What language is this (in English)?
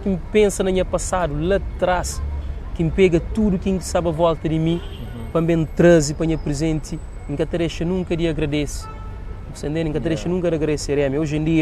Kabuverdianu